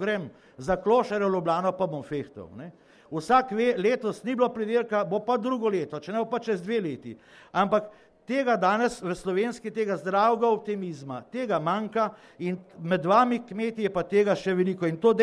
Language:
Slovenian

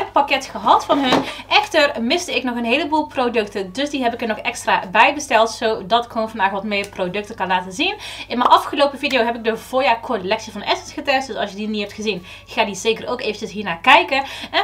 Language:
Dutch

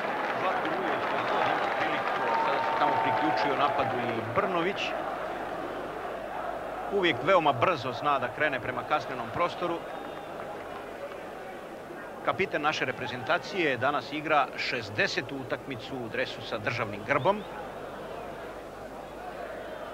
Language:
Serbian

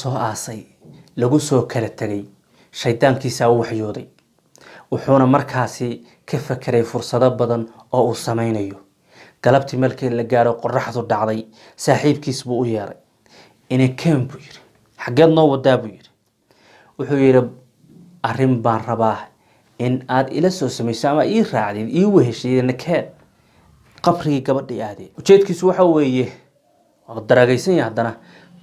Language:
Somali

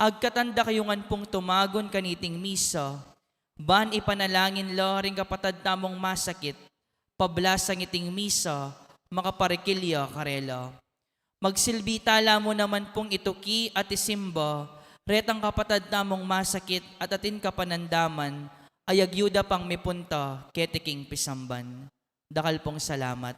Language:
Pampanga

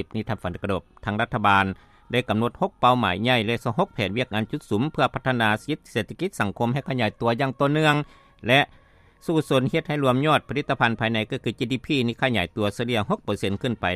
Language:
Lao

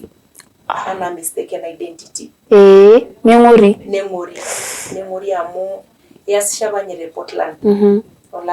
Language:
Masai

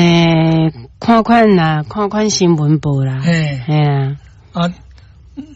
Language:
Min Nan Chinese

